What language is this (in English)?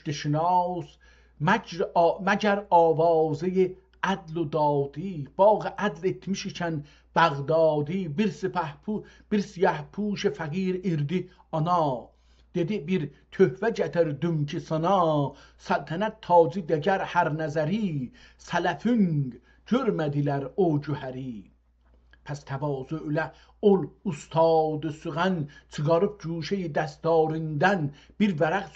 South Azerbaijani